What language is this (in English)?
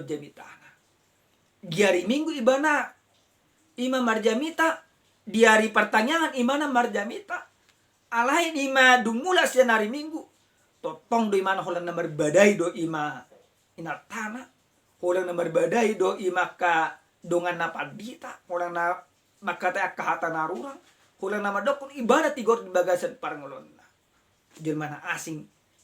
Batak Toba